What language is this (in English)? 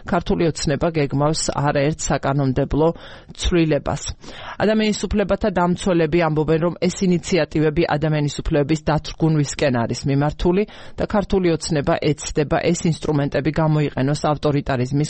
Georgian